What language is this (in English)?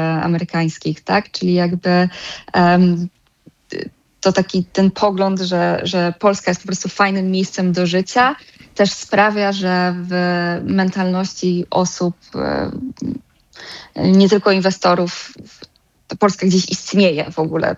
Polish